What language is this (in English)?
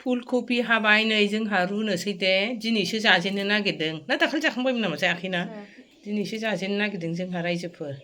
Bodo